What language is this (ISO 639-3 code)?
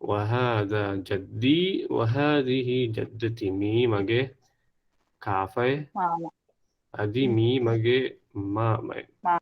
div